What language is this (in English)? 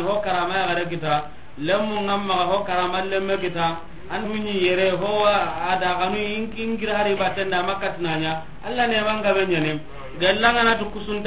Soninke